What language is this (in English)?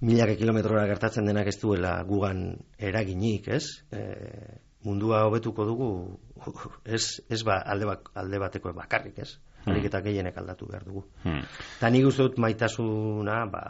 Basque